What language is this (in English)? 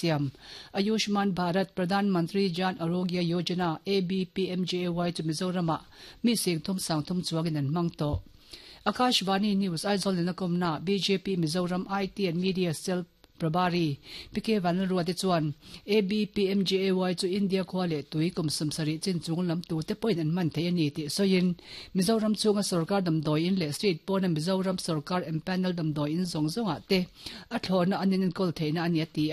Mizo